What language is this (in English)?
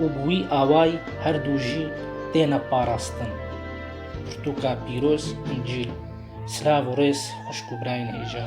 Kurdish